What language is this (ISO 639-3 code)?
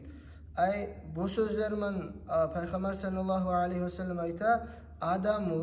kum